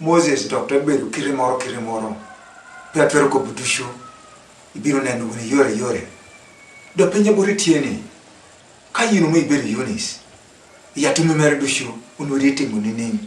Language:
Lango (Uganda)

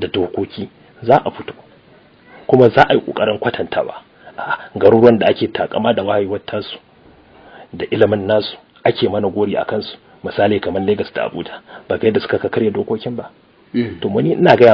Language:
Hausa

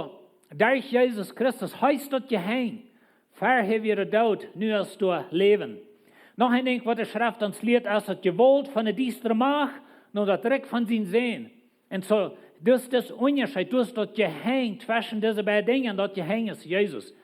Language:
Plautdietsch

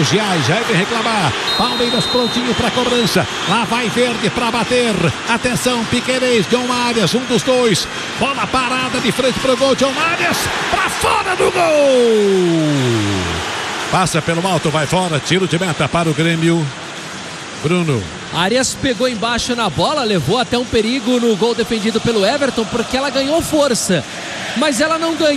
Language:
Portuguese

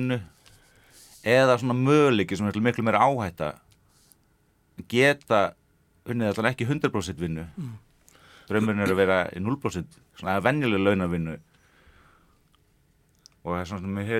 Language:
Icelandic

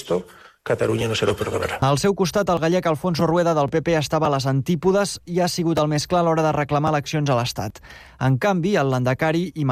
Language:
Catalan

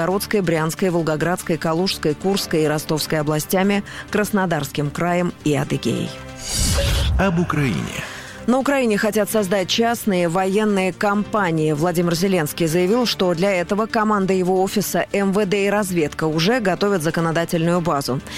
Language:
Russian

